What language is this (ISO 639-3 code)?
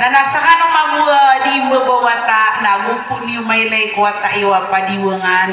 mrw